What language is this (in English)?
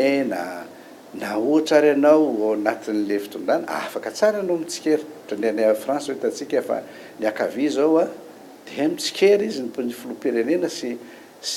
Malagasy